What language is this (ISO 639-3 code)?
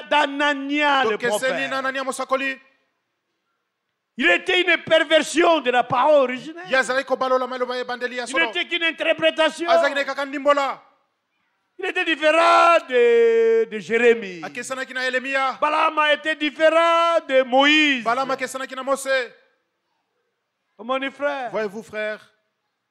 fra